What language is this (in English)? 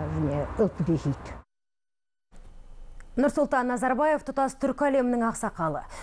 Kazakh